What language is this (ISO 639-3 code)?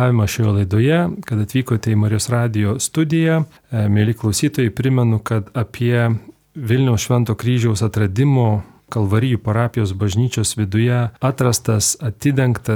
lit